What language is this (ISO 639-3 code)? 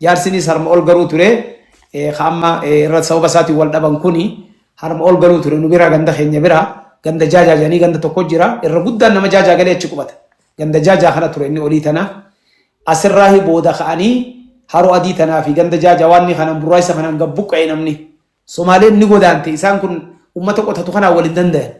orm